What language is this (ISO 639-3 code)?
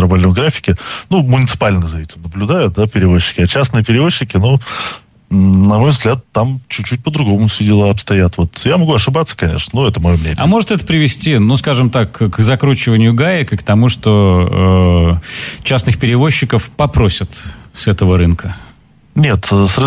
rus